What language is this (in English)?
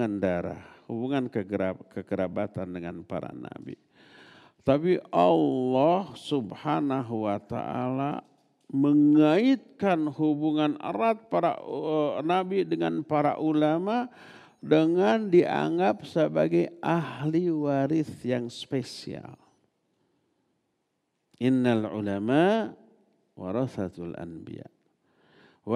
Indonesian